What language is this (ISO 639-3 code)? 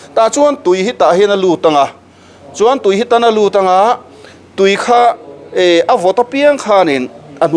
lus